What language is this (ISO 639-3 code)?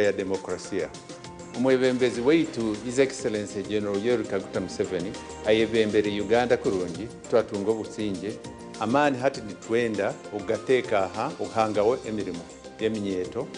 nyn